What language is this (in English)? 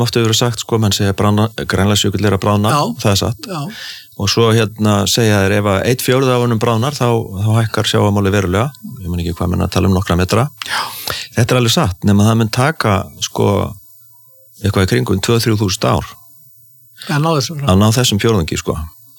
Icelandic